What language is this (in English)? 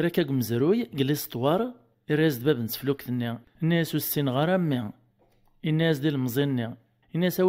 Kabyle